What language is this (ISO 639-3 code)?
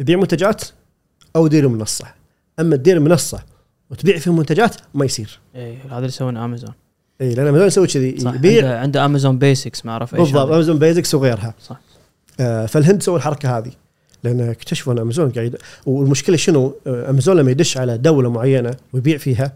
afb